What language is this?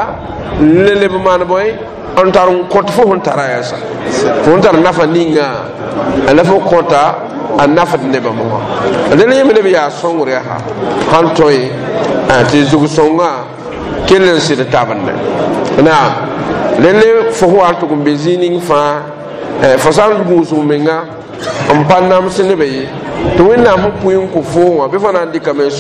Mossi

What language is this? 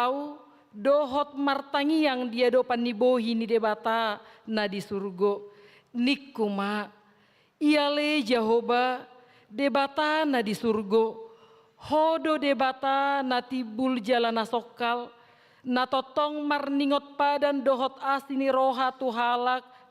Batak Toba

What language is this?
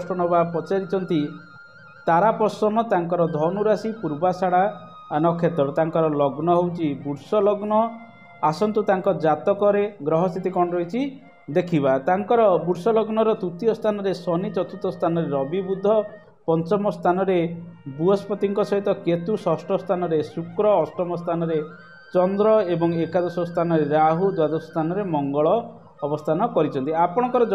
Odia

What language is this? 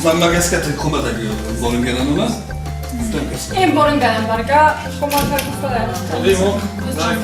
Ossetic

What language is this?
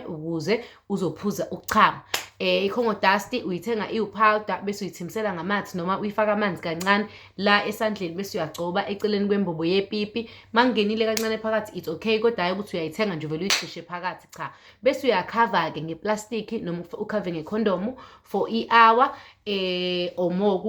Zulu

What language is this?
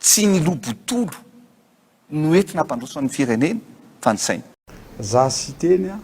Malagasy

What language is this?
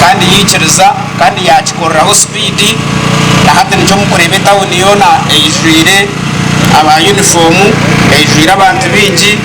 Nyankole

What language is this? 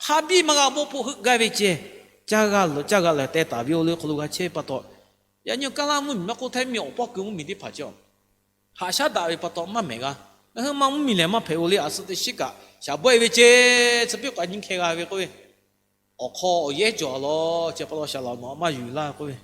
Lahu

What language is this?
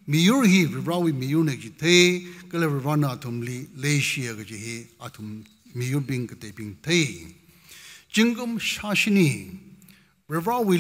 Tangkhul Naga (India)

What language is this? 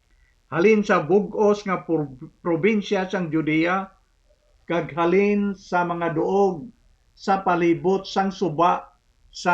Hiligaynon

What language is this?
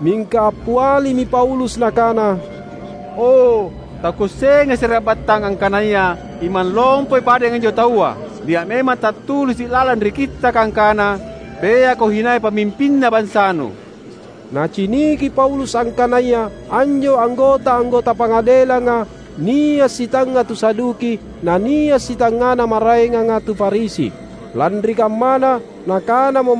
Makasar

